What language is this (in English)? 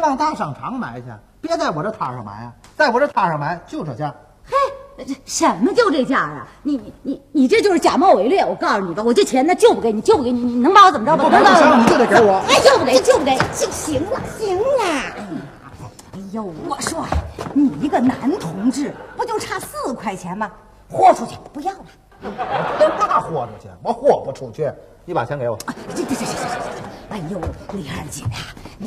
Chinese